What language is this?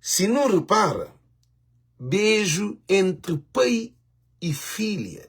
Kabuverdianu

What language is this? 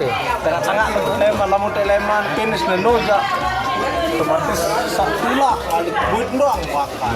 Sasak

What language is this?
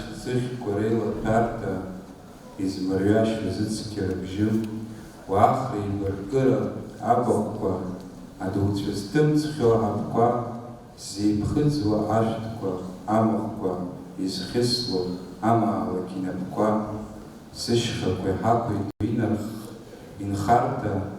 Abkhazian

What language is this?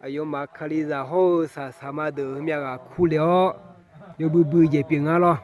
Akha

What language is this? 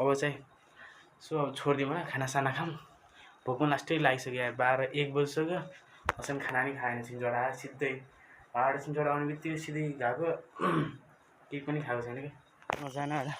Nepali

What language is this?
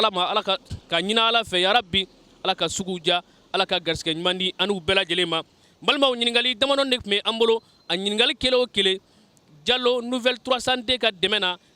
Bambara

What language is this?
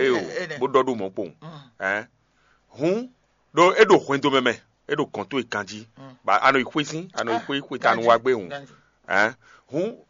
Fon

